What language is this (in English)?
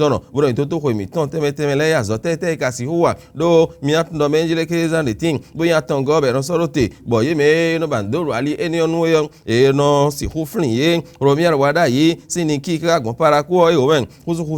Fon